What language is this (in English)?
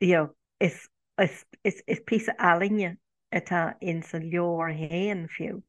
Irish